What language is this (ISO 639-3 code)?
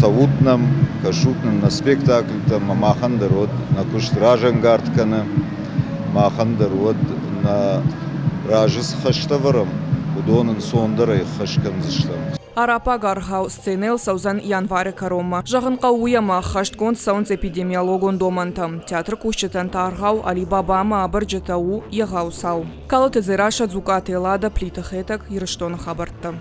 oss